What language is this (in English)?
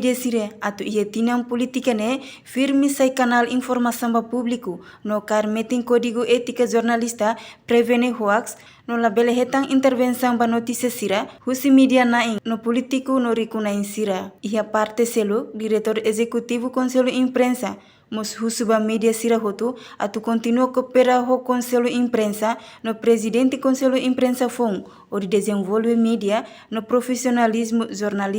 Tetum